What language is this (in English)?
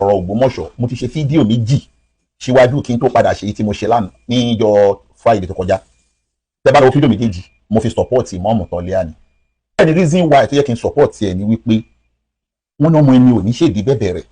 Yoruba